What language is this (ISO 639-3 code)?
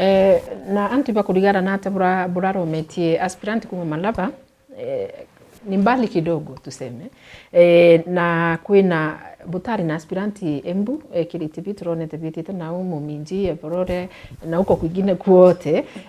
mer